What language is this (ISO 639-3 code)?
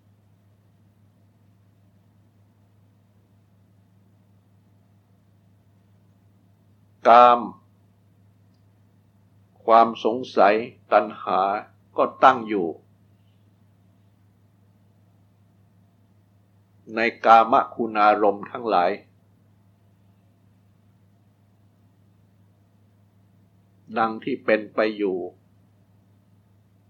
tha